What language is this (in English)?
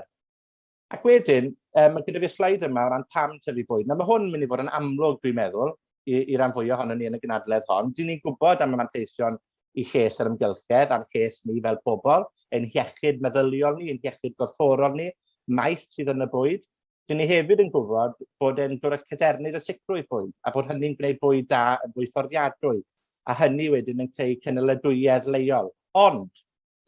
Welsh